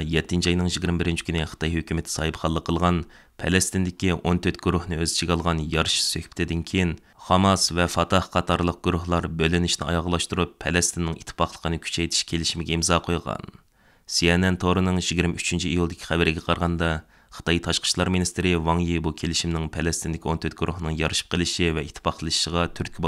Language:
Uyghur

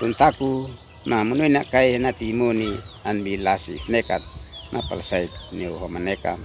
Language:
Uab Meto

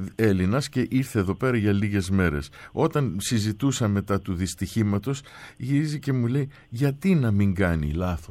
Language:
Greek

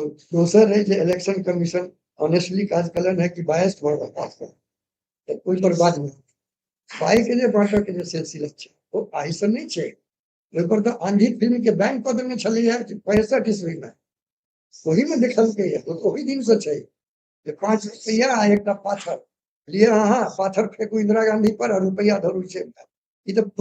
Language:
Maithili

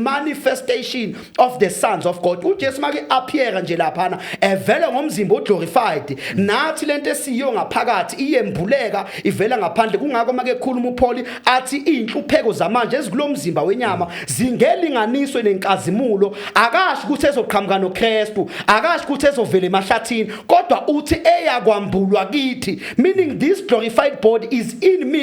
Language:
Zulu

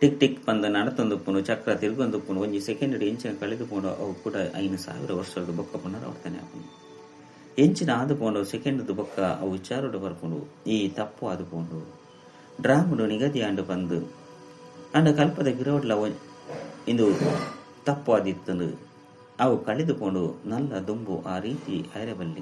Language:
Tulu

